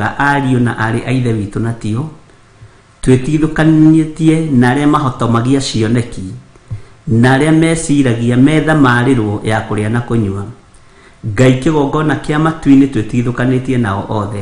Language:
Kikuyu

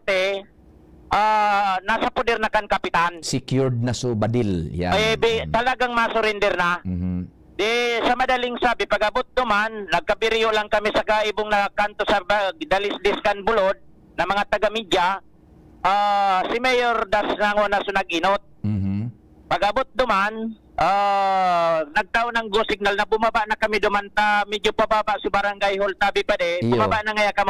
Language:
Bikol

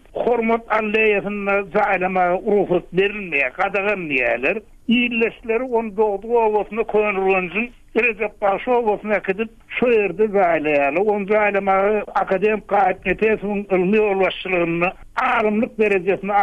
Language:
Turkmen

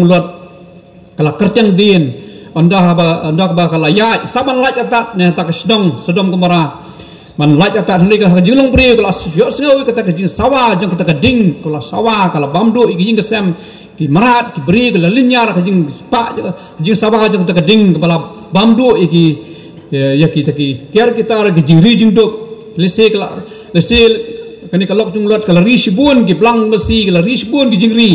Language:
Khasi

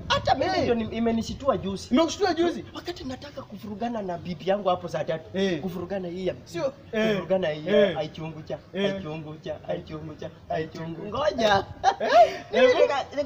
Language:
Swahili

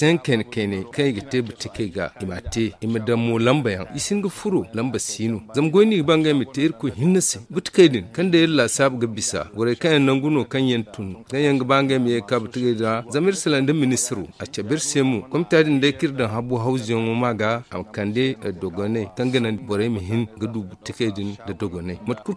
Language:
Zarma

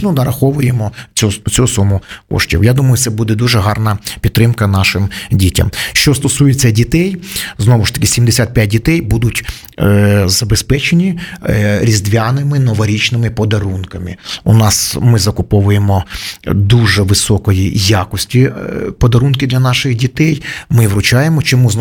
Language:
Ukrainian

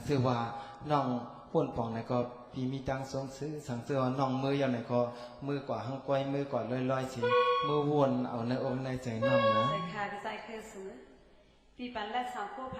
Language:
Shan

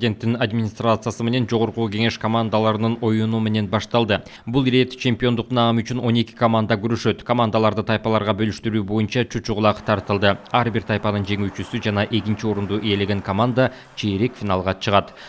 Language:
Kyrgyz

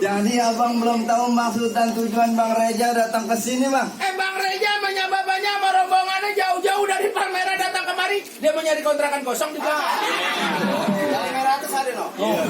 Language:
Betawi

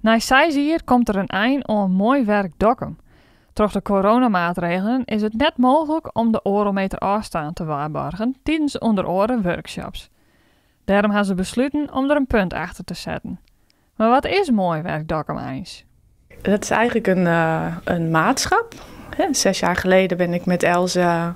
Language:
Western Frisian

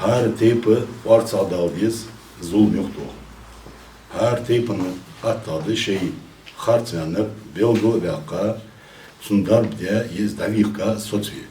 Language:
Ingush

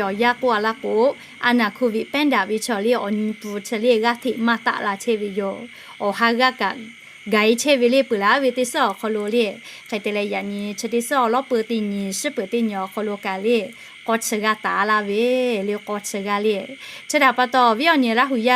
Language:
Lahu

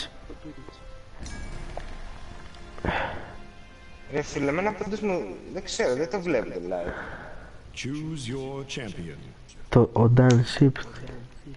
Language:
Greek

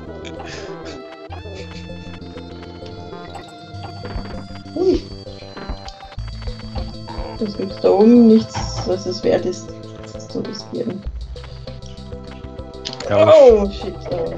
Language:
German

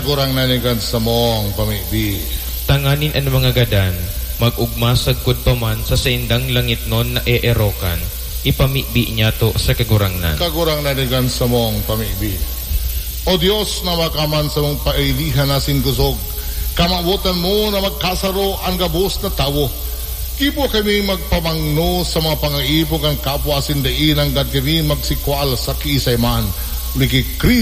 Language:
Bikol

